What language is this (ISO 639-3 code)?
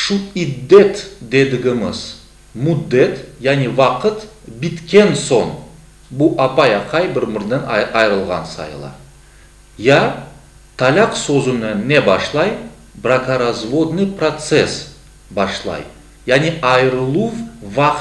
crh